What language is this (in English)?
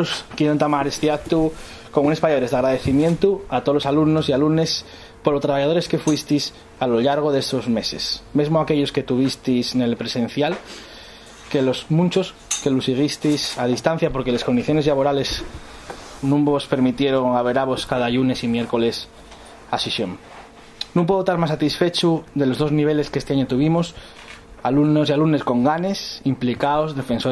Asturian